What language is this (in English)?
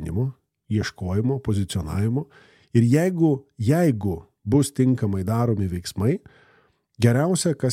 Lithuanian